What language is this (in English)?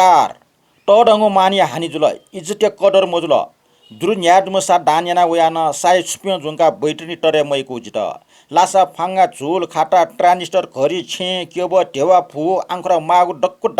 Newari